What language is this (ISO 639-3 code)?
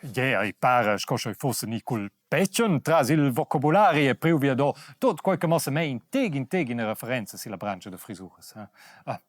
roh